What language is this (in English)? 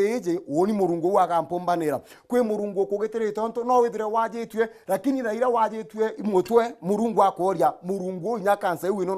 Meru